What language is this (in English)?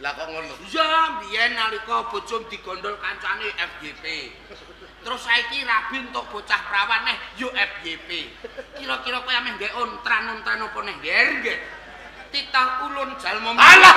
Javanese